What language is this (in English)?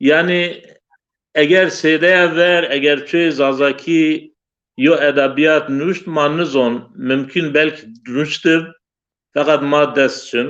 Zaza